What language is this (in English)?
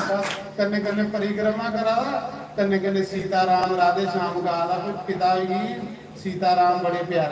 Dogri